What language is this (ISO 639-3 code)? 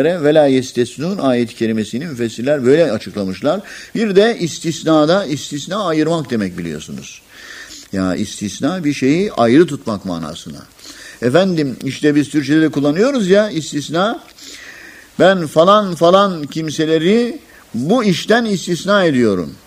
tur